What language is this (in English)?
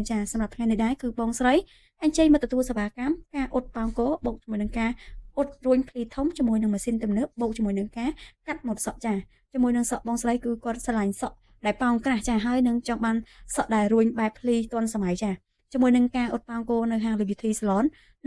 Khmer